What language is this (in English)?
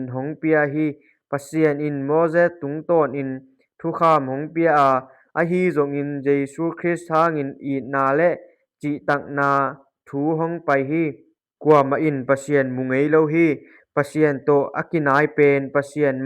Tedim Chin